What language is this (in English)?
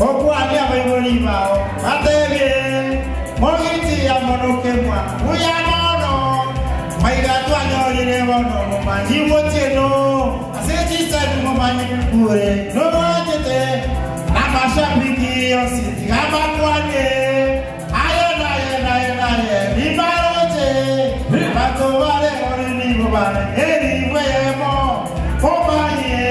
Gusii